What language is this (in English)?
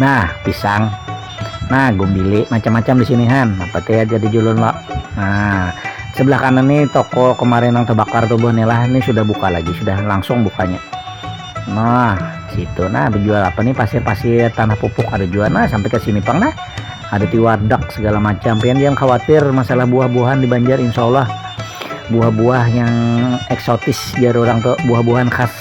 Banjar